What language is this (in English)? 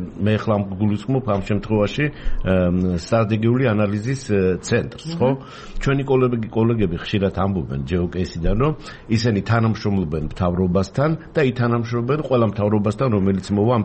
Georgian